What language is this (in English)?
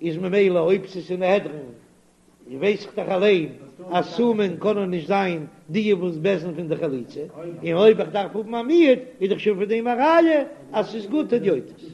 Yiddish